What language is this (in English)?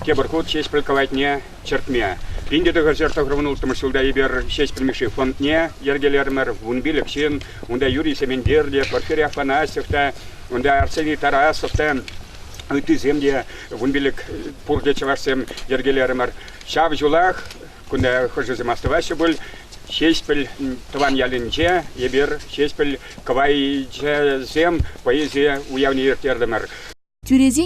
Chuvash